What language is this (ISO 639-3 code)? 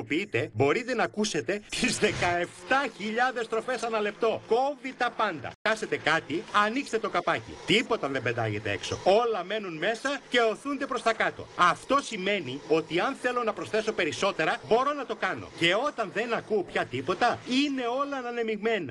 ell